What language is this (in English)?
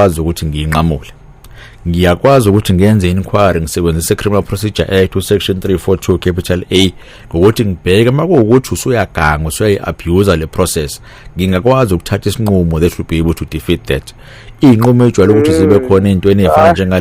Zulu